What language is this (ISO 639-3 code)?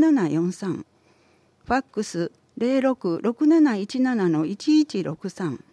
jpn